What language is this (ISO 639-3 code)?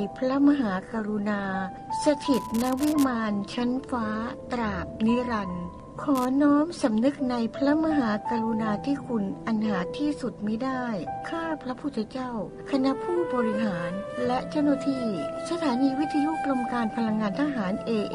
tha